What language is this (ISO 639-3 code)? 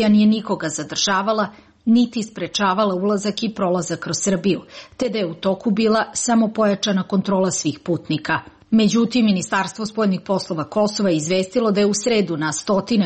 srp